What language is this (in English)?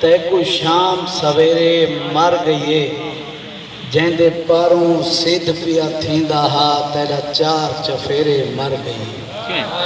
Saraiki